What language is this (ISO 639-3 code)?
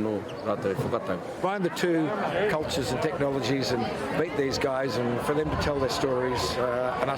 mri